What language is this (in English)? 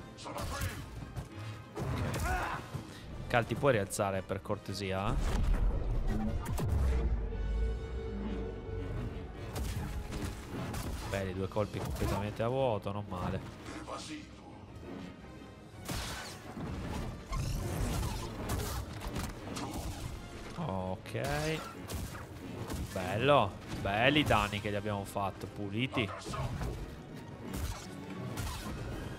Italian